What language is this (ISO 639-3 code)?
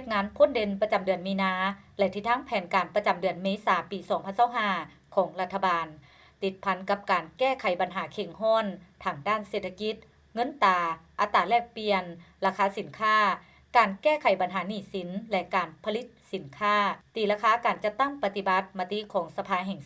lao